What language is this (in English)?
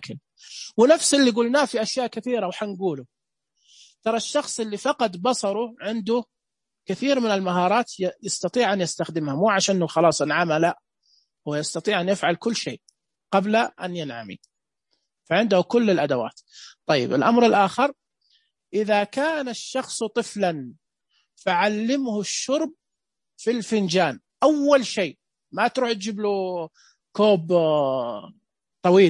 Najdi Arabic